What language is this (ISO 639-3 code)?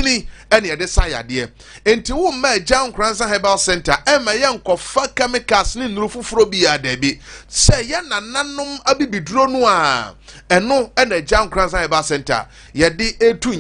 aka